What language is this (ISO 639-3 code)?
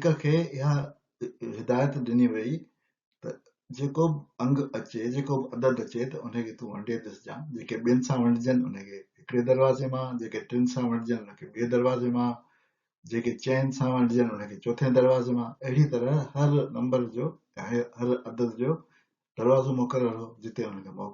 snd